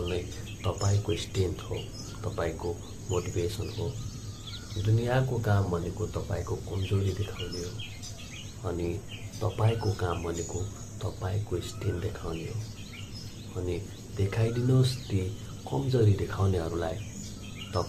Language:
Nepali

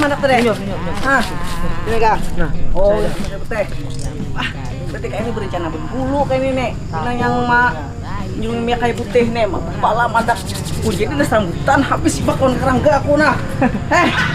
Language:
Banjar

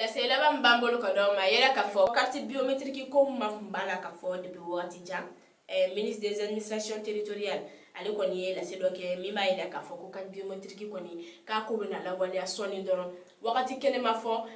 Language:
Bambara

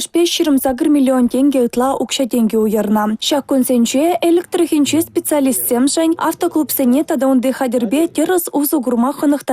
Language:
Chuvash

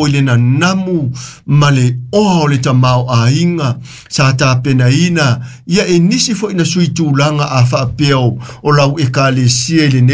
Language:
Samoan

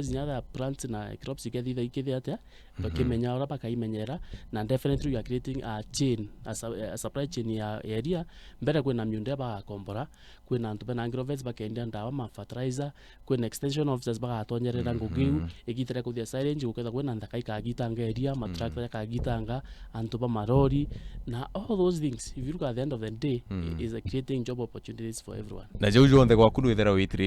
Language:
Meru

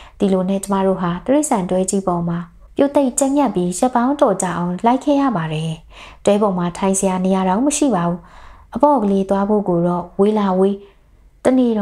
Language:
Burmese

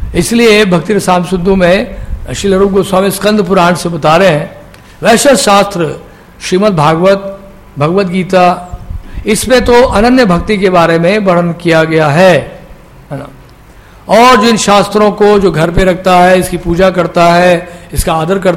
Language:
Hindi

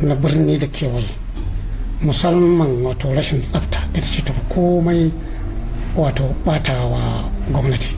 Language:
Hausa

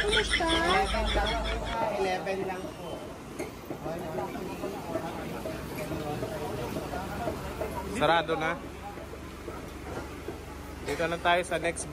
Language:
Filipino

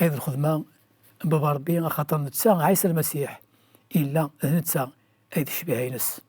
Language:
Kabyle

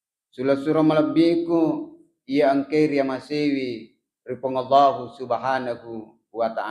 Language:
Buginese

